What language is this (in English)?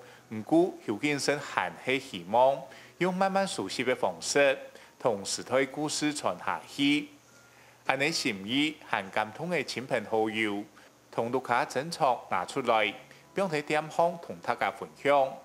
Hakka Chinese